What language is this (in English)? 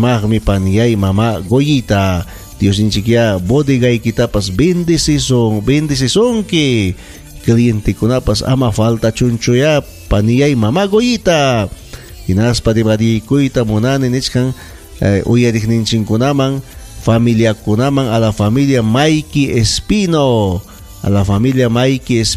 Ayacucho Quechua